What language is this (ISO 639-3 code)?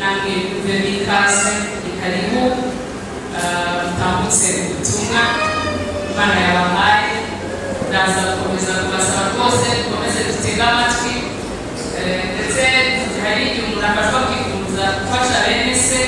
kin